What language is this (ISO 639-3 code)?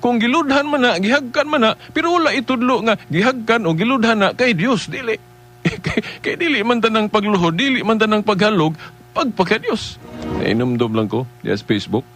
ceb